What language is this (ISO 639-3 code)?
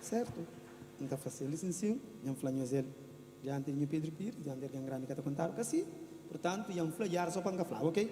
kea